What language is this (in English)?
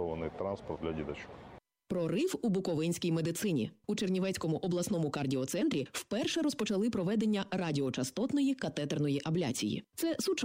Ukrainian